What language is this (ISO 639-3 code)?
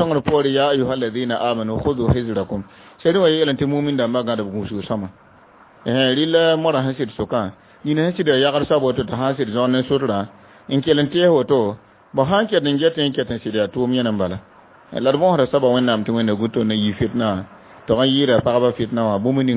mos